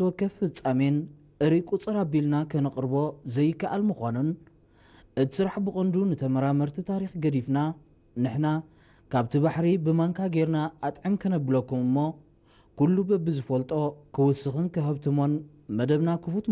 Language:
Tigrinya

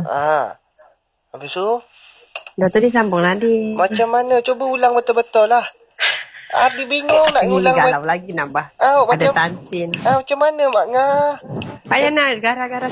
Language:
Malay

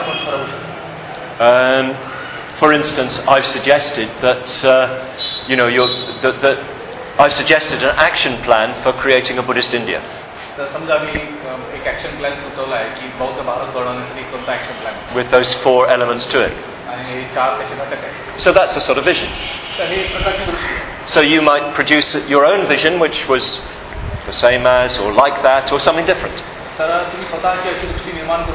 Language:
Marathi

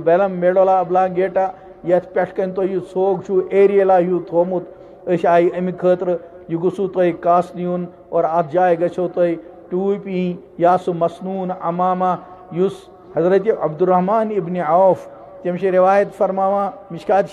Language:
Kashmiri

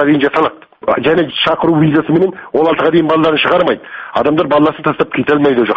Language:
Kazakh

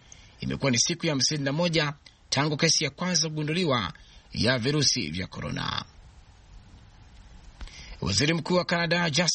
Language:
Swahili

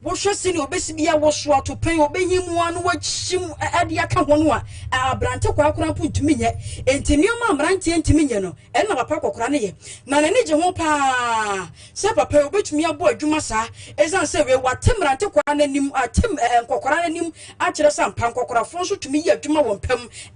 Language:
Akan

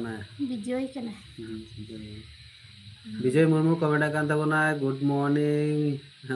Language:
Santali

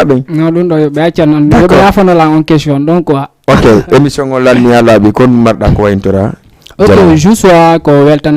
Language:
Fula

